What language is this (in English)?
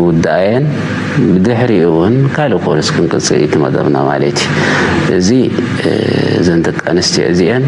Tigrinya